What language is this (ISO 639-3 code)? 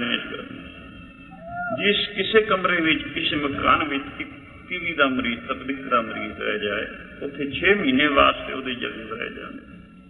pan